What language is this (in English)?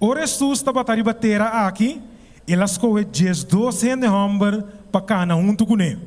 Papiamento